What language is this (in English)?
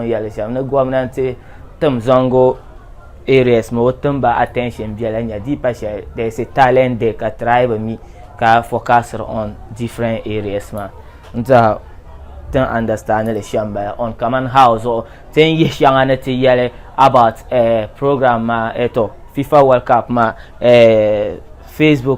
Dagbani